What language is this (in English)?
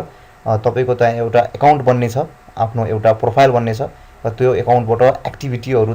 Nepali